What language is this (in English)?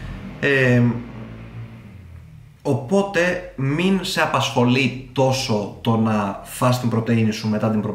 Greek